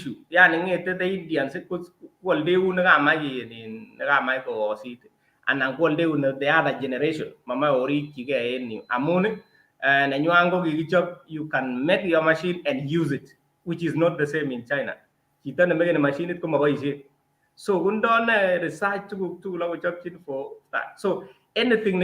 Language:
Kalenjin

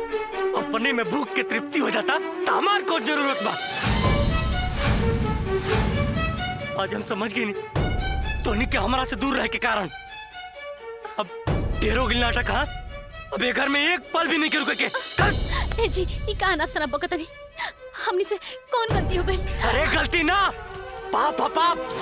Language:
Bhojpuri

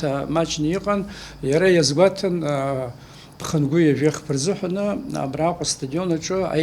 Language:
Abkhazian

